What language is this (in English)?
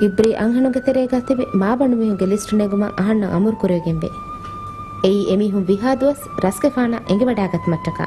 Divehi